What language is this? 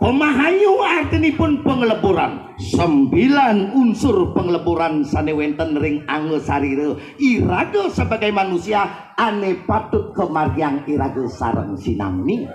Balinese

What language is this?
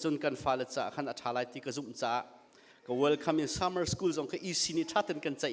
Hakha Chin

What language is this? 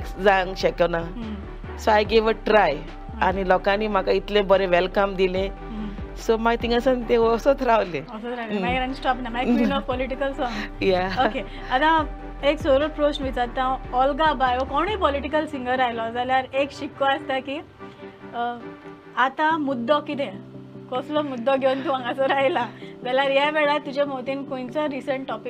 Konkani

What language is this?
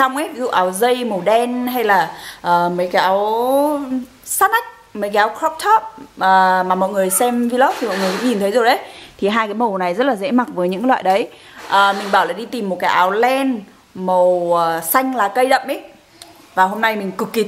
Vietnamese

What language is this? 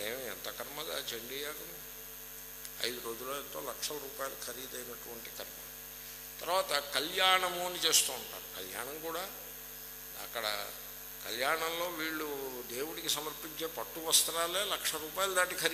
Telugu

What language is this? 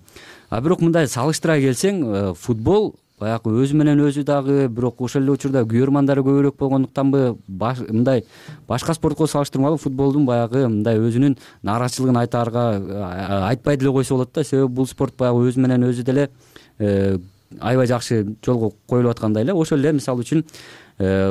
Kyrgyz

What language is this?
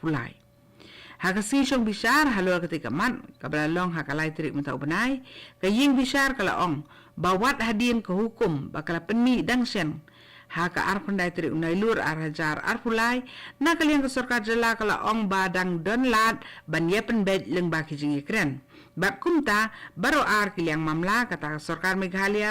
Khasi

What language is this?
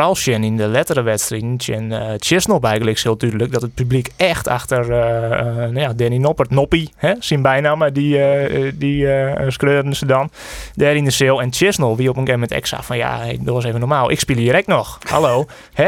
Western Frisian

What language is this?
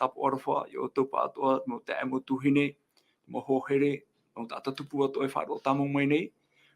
Tahitian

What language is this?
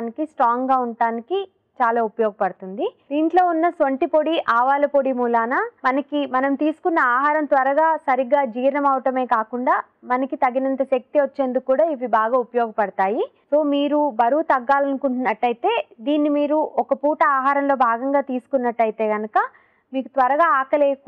Telugu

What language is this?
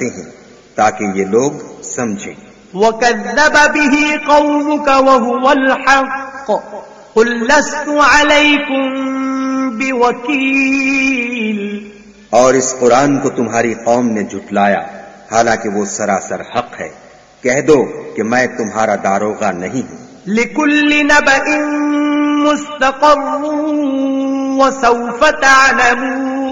Urdu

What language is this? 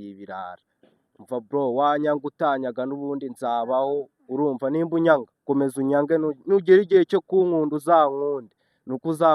Kinyarwanda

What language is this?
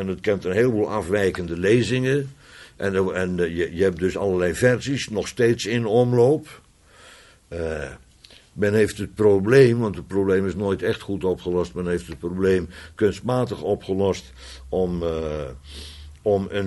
Dutch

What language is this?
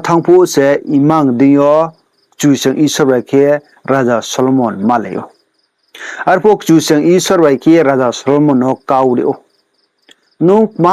Riang (India)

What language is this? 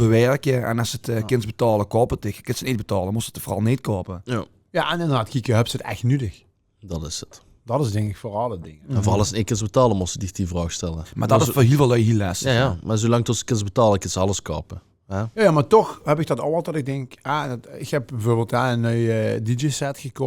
Limburgish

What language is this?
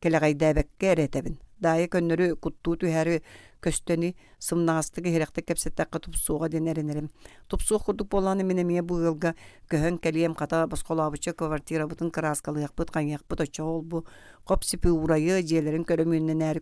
Yakut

